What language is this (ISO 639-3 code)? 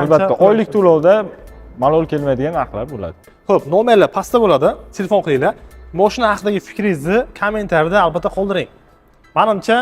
uzb